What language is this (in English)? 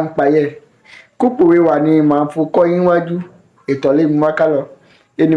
Yoruba